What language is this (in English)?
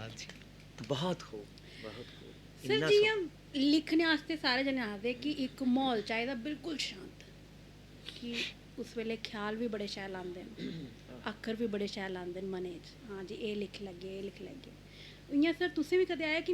Dogri